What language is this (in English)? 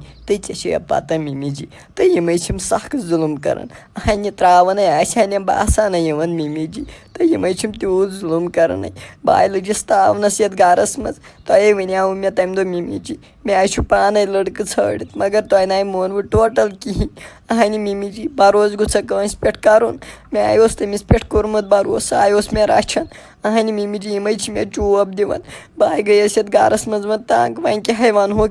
Kashmiri